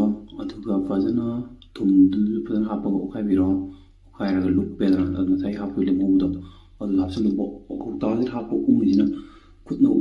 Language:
Manipuri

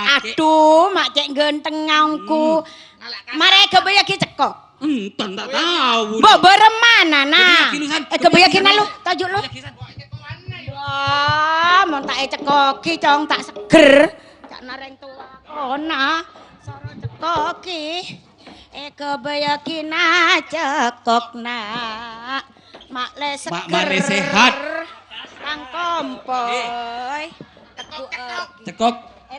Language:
Madurese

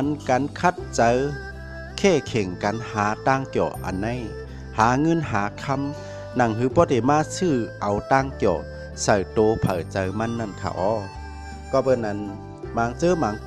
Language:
Shan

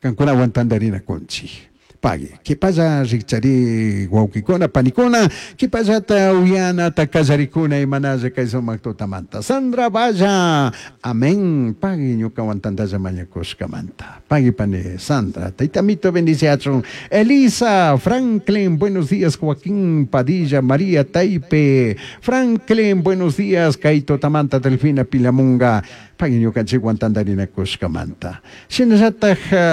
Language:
Chimborazo Highland Quichua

